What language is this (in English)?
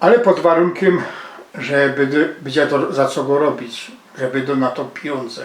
Silesian